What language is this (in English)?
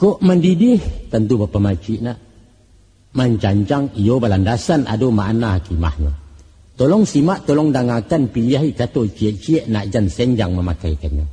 Minangkabau